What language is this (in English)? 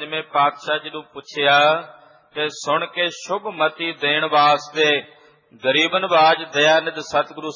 Punjabi